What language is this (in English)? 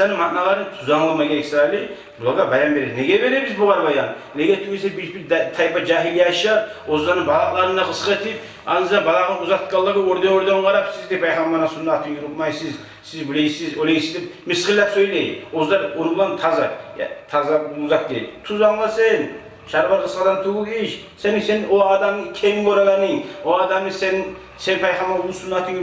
Kumyk